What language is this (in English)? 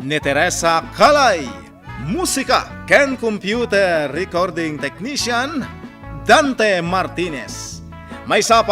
Iloko